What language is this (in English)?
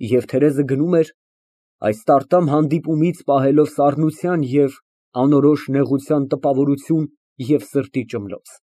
Armenian